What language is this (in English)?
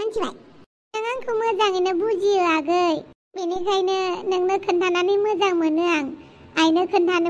Bodo